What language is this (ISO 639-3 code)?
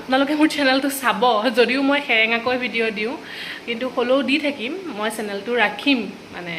asm